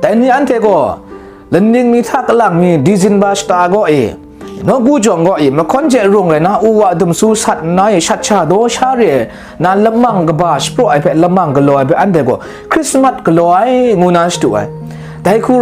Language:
Kachin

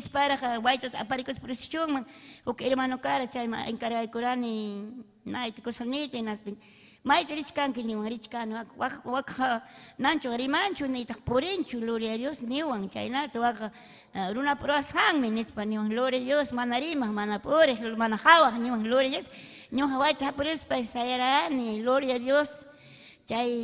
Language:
Ayacucho Quechua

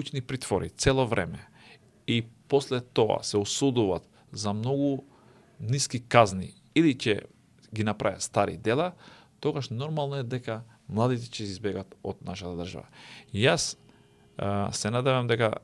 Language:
Macedonian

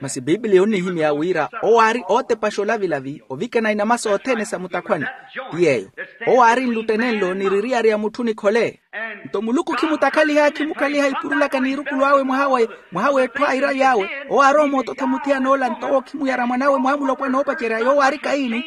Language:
Makhuwa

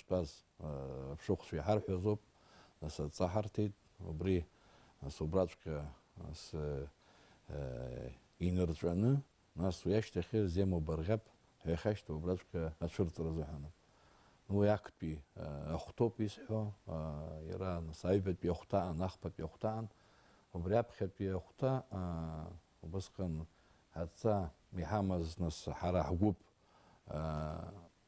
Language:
Abkhazian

